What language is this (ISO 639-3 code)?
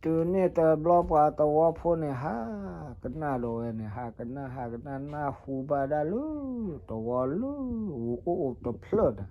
ksw